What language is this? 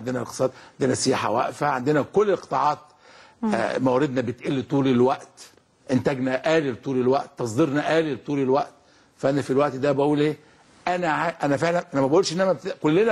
Egyptian Arabic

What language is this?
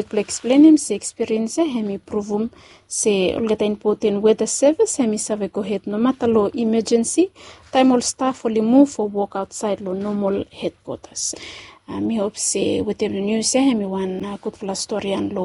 Bislama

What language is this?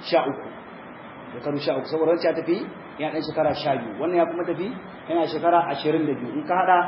Hausa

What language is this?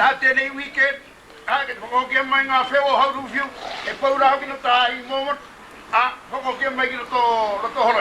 Māori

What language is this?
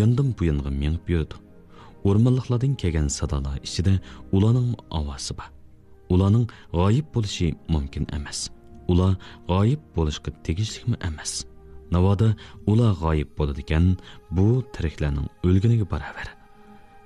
Uyghur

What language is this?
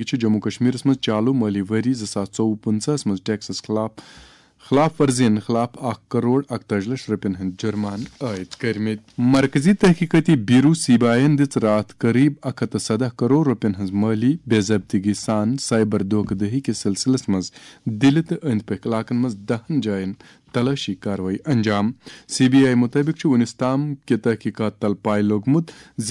Kashmiri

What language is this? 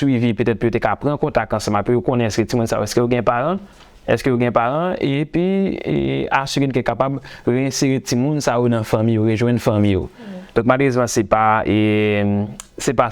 Haitian Creole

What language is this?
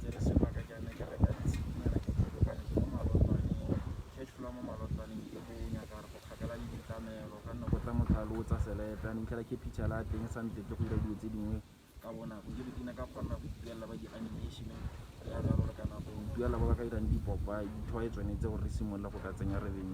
Tswana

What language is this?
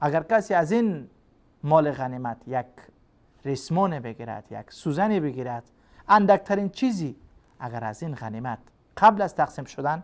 Persian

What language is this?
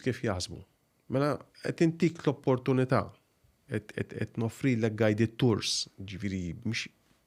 Maltese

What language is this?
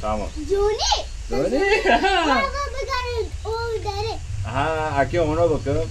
Kurdish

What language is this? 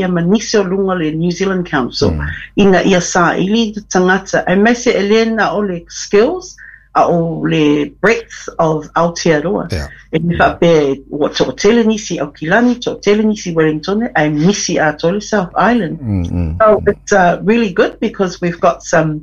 Samoan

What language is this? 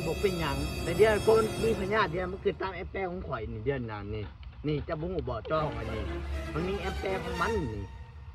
Lao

